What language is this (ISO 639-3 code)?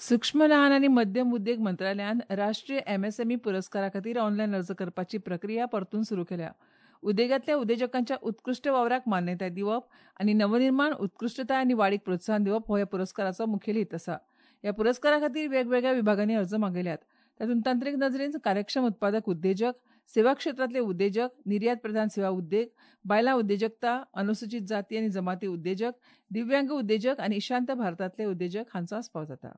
kok